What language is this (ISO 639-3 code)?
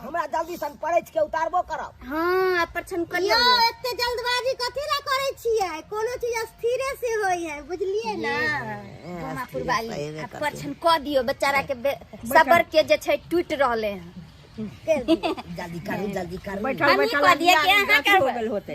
mai